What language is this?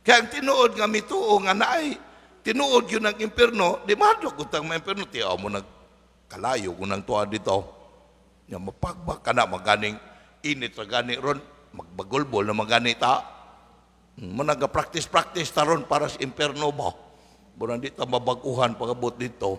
Cebuano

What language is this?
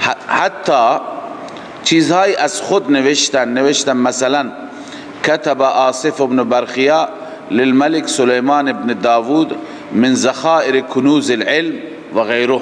Persian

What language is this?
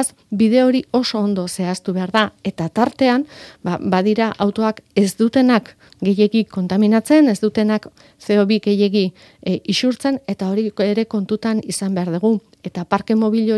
Basque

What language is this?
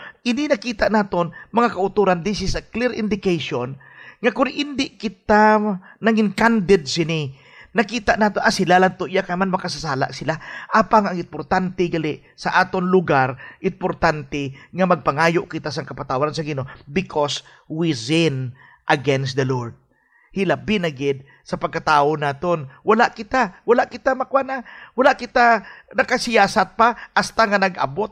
Hiligaynon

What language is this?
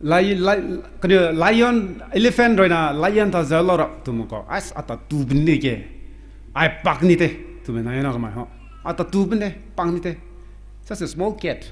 Rongmei Naga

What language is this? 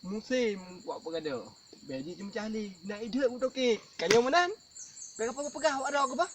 Achinese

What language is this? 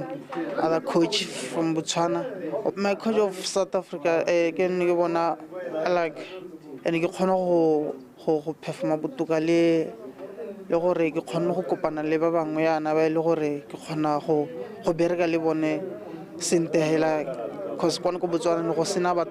Tswana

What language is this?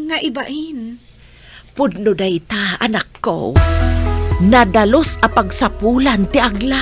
Iloko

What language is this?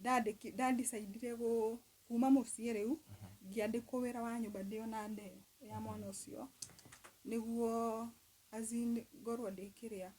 Kikuyu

